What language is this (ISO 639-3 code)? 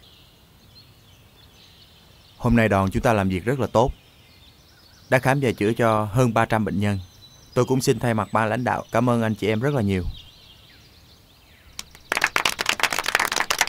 vie